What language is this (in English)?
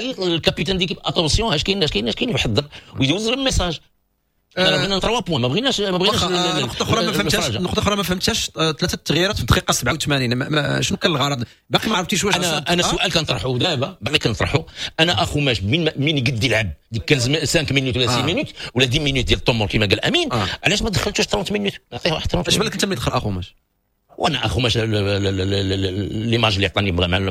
Moroccan Arabic